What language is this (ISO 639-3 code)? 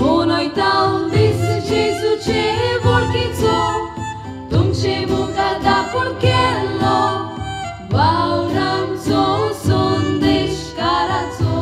kok